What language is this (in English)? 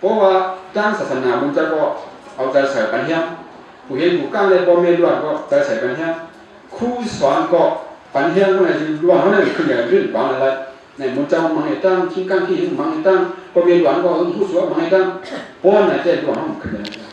Shan